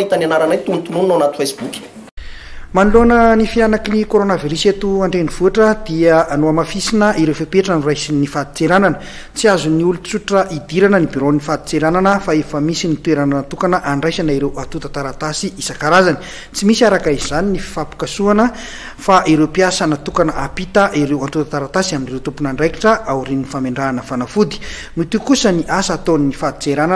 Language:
Malagasy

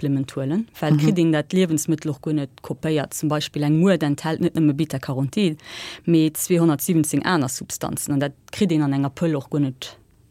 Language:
Luxembourgish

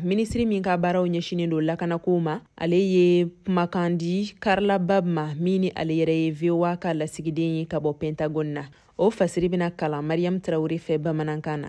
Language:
Bambara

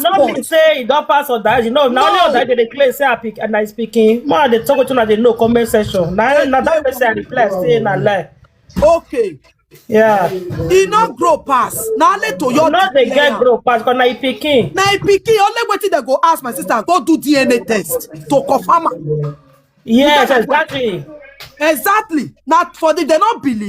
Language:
Nigerian Pidgin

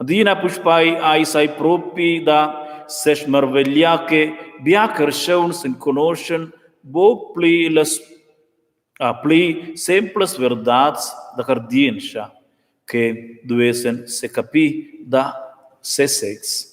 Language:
Romansh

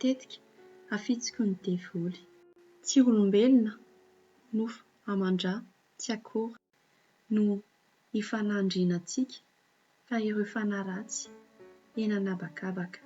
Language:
Malagasy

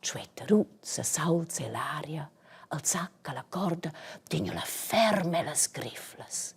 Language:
Romansh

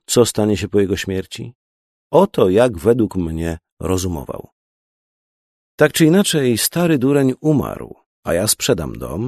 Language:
Polish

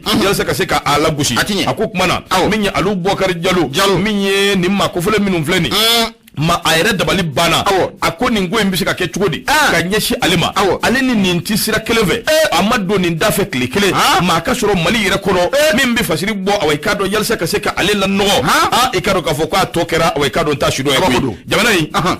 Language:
Bambara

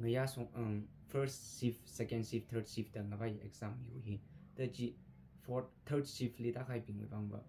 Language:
Tangkhul Naga (India)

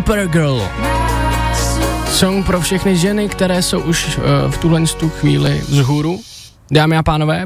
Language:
Czech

